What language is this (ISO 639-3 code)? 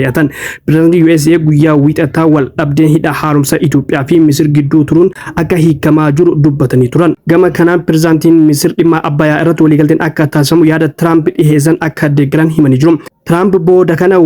orm